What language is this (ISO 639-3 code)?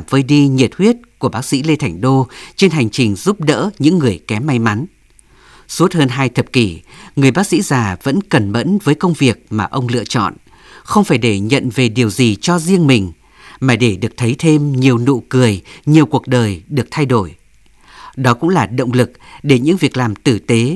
vie